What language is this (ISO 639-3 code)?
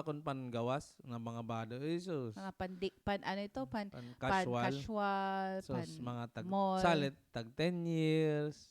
war